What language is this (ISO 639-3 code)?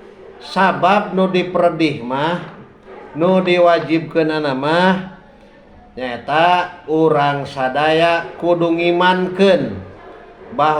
sun